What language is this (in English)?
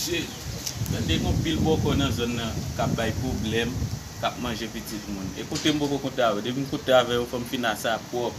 Haitian Creole